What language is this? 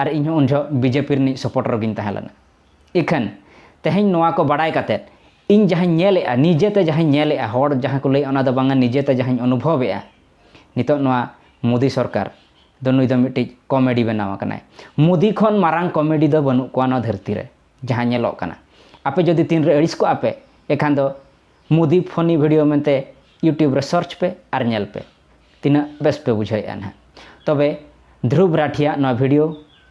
Santali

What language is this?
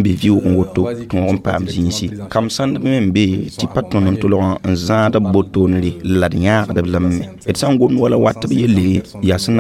Mossi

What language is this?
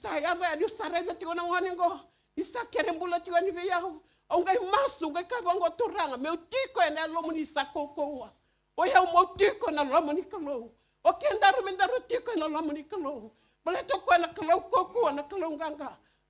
Fijian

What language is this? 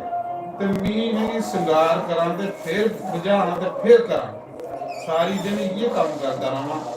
Dogri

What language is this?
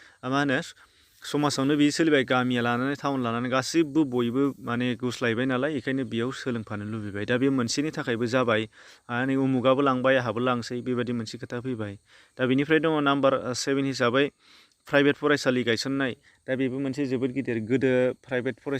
Bodo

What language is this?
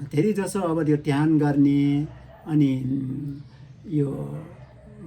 Nepali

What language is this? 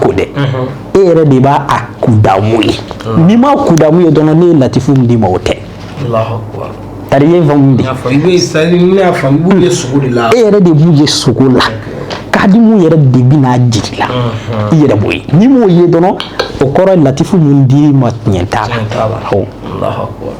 Bambara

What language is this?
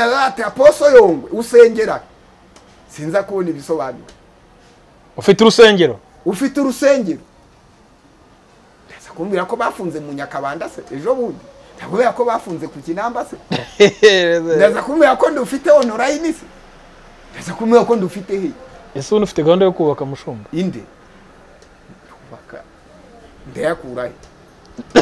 Kinyarwanda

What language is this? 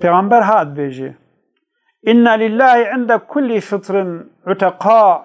Kurdish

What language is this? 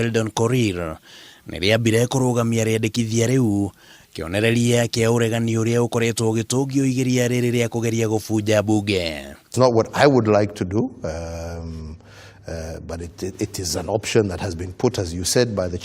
Kikuyu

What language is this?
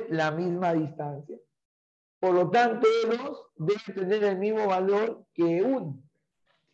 Spanish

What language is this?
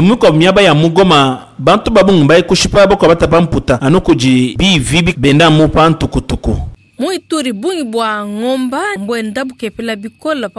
Luba-Lulua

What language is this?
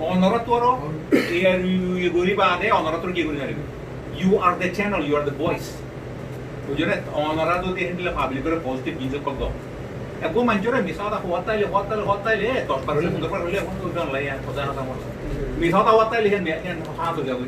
Rohingya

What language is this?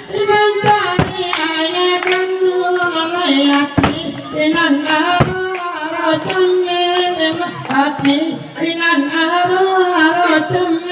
Minangkabau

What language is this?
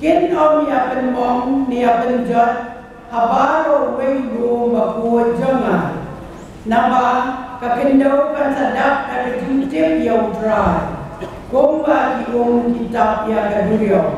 Khasi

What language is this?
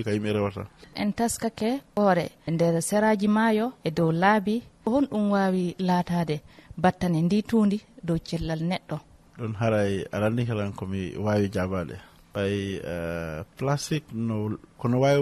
Fula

